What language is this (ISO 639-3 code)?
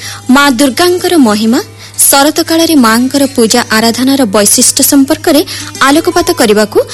ori